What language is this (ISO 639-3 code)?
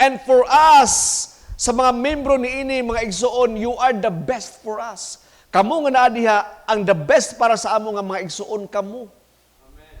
ceb